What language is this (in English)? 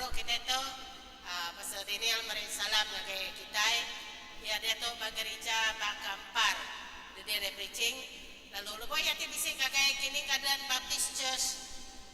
Iban